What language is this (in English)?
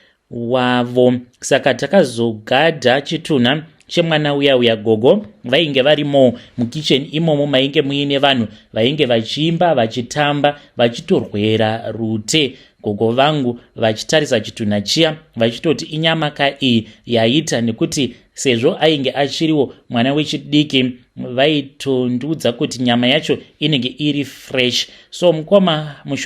Shona